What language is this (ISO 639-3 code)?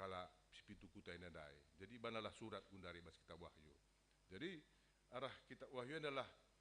btx